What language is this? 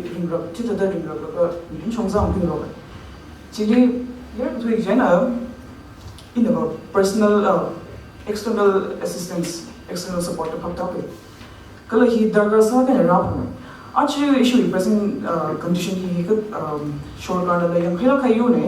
Tangkhul Naga (India)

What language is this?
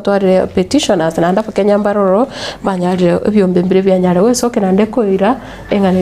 Gusii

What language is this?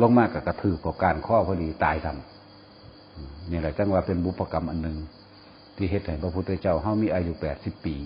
Northeastern Thai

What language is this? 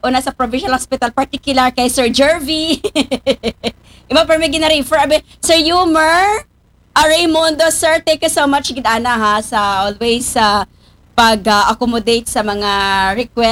Aklanon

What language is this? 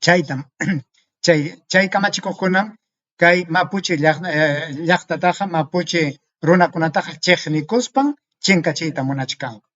Ayacucho Quechua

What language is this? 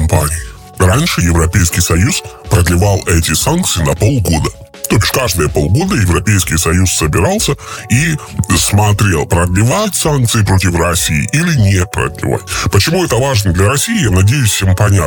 Russian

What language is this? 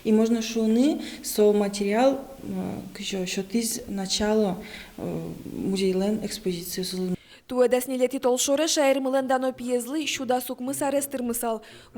Udmurt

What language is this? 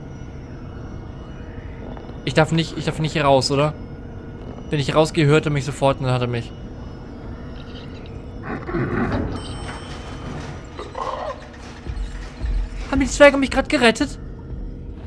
German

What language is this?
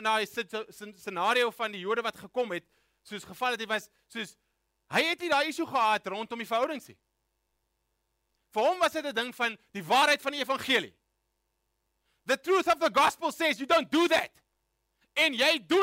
Afrikaans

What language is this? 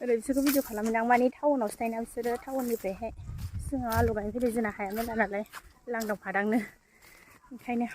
Bodo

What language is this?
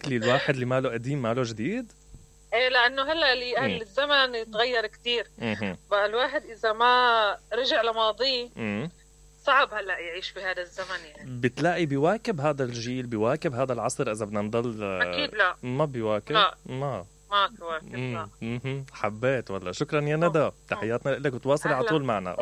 Mesopotamian Arabic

